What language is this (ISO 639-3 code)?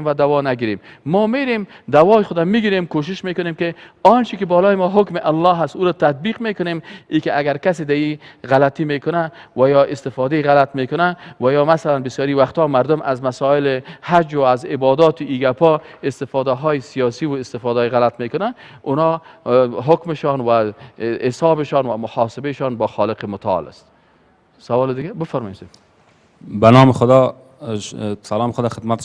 fas